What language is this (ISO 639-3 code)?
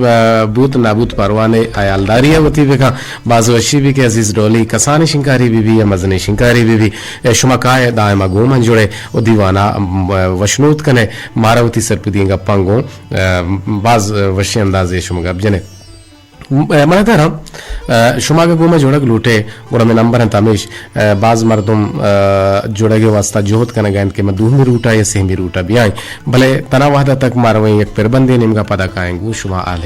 bgp